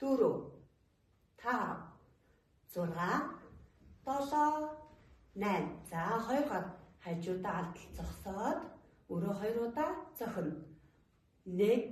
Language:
Mongolian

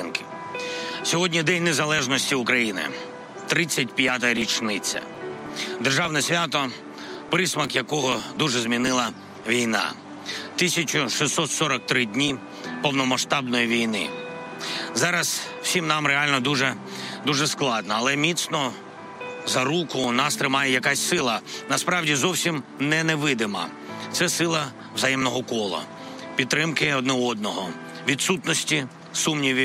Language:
Ukrainian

